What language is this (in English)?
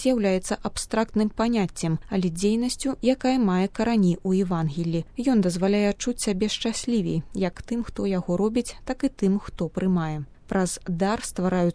Belarusian